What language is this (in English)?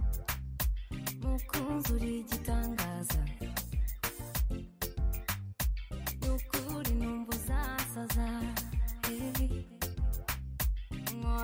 Kinyarwanda